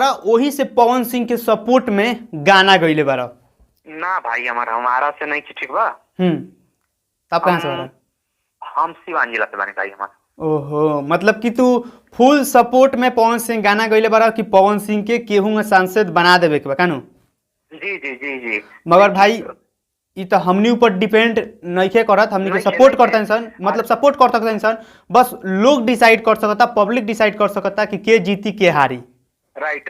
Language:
Bhojpuri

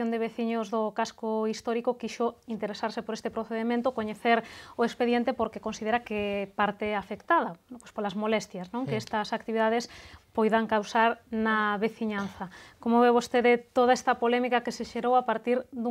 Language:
Galician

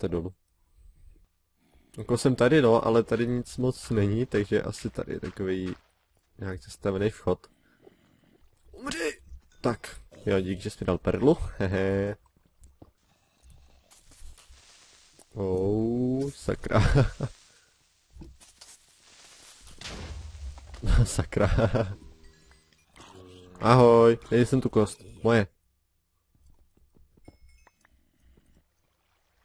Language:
Czech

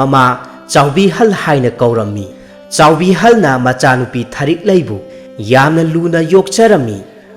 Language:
Manipuri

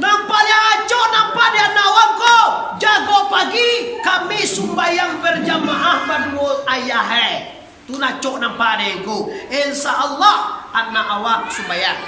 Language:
Minangkabau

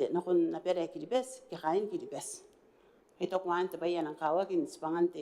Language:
Gilbertese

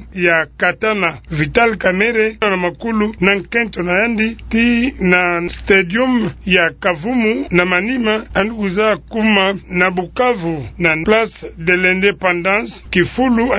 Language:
Kituba (Democratic Republic of Congo)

